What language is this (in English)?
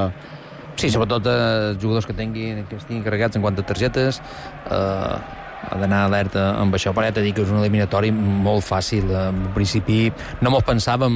Catalan